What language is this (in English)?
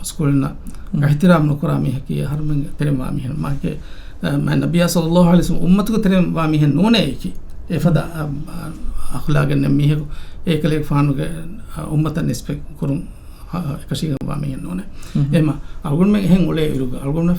Divehi